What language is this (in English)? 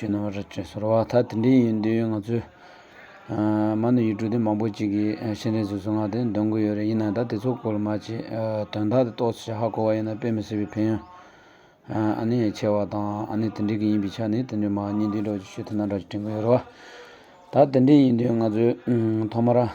Tibetan